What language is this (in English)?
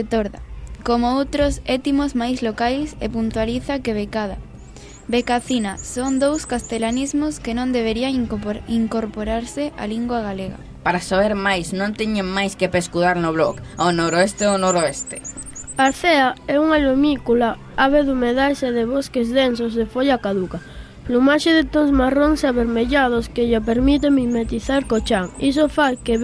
Galician